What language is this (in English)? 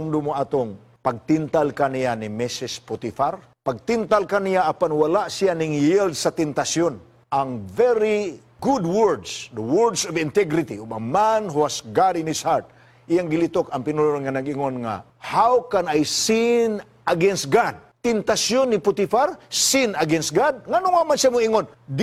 Cebuano